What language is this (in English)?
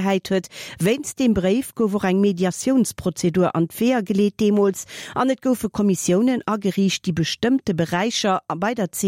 Luxembourgish